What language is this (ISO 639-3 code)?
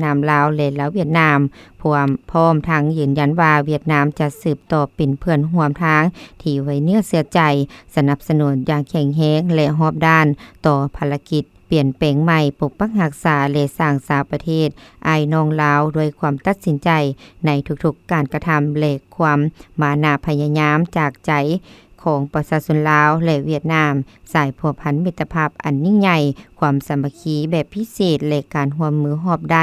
lao